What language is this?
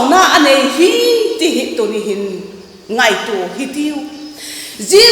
Vaiphei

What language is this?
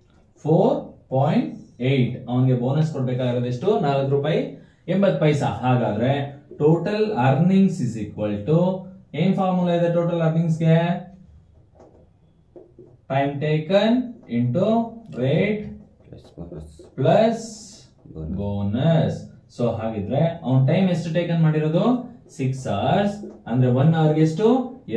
Kannada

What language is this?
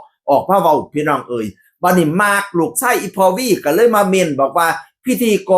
Northeastern Thai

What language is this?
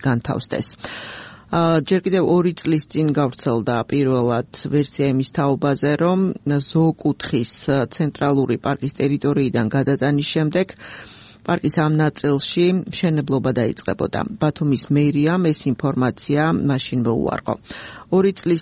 Georgian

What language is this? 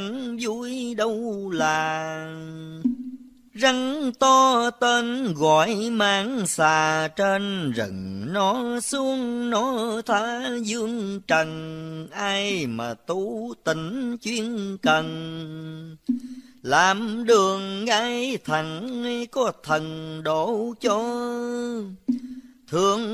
Vietnamese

